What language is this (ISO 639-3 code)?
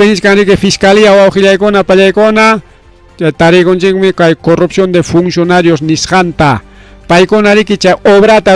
quy